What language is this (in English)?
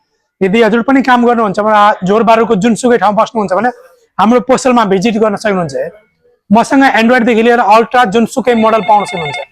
Nepali